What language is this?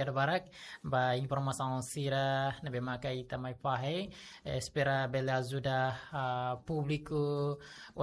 Tetum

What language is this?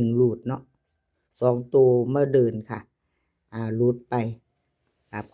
Northeastern Thai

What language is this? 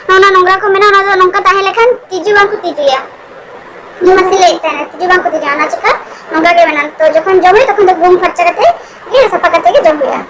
Santali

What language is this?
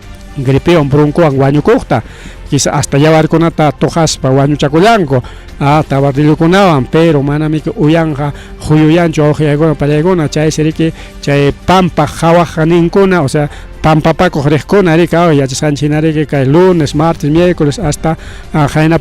Ayacucho Quechua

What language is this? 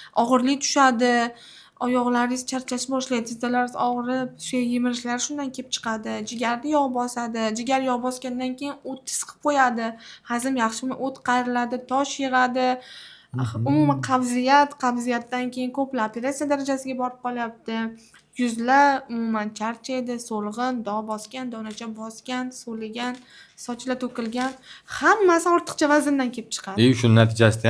Uzbek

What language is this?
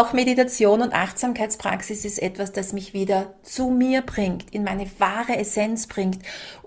German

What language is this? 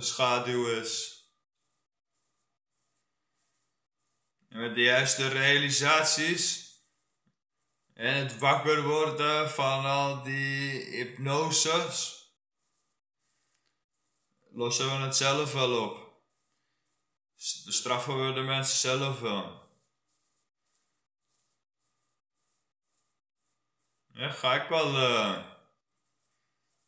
Dutch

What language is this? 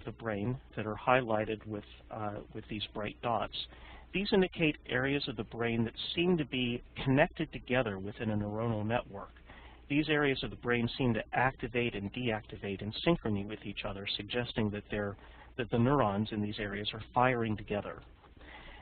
English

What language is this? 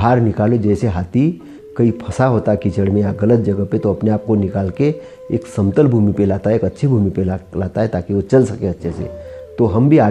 Hindi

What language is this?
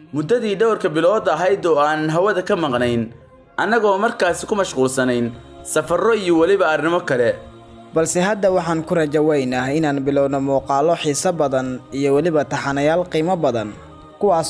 Somali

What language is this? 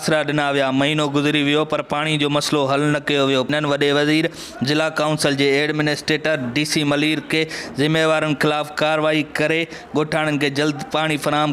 Sindhi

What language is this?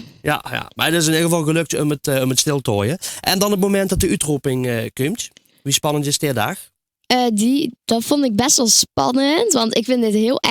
Limburgish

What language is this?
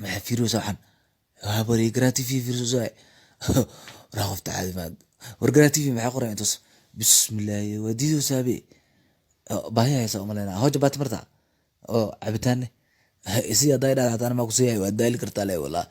Somali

